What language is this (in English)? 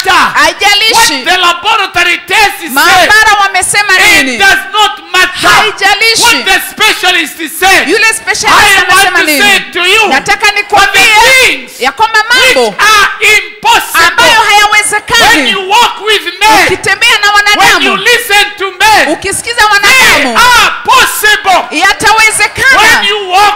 Swahili